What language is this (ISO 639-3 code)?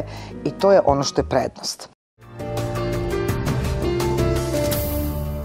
srp